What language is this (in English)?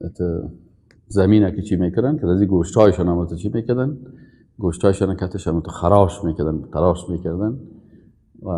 Persian